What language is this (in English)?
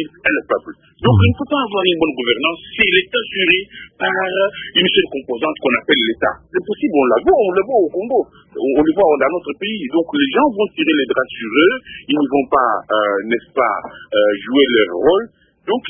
French